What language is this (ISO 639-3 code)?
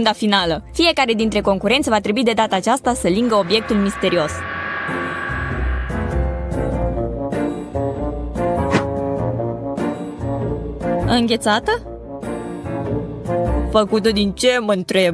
ron